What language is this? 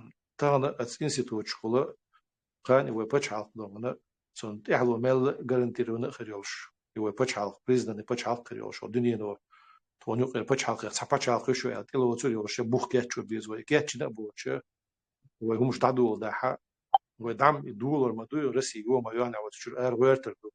Chechen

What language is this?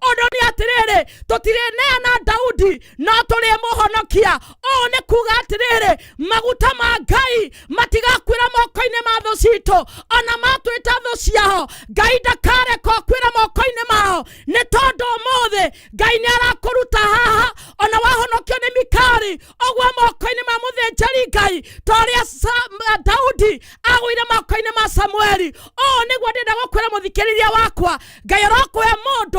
Kikuyu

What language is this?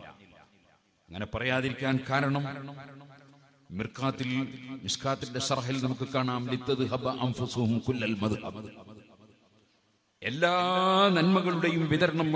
Malayalam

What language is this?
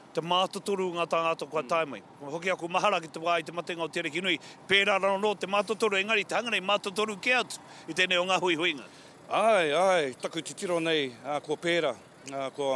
Māori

